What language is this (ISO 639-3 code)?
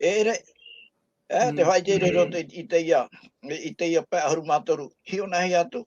tah